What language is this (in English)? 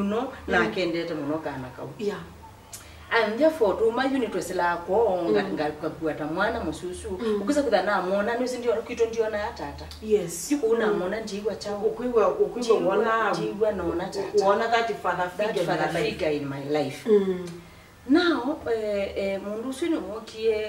Kamba